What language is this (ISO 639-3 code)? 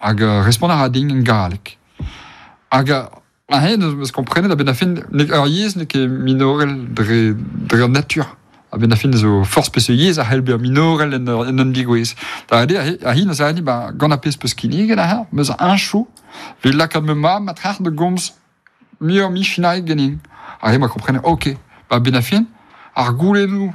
bre